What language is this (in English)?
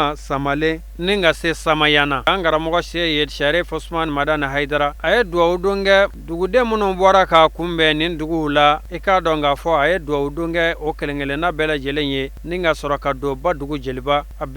Bambara